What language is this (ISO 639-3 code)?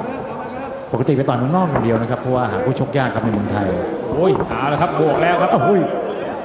tha